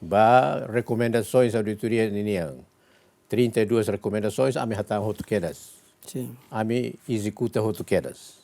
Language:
Tetum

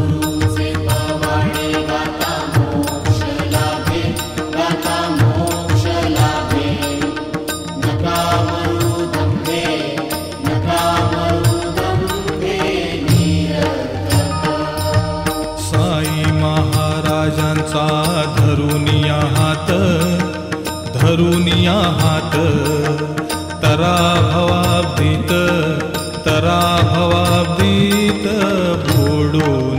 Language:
Marathi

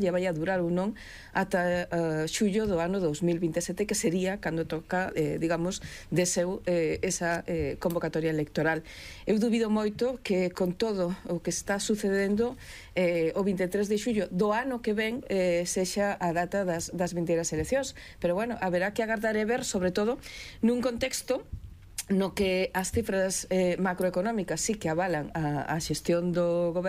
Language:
Galician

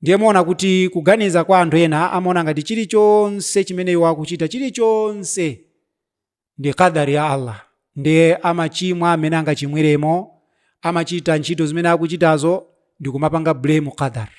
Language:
Nyanja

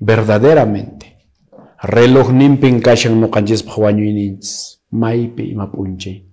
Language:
Quechua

